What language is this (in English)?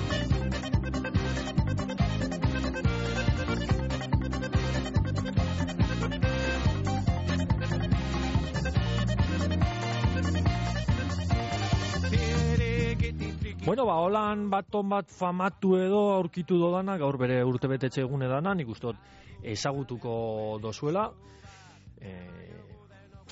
Basque